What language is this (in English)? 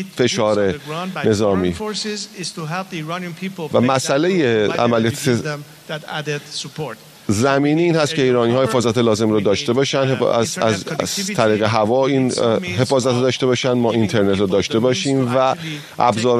Persian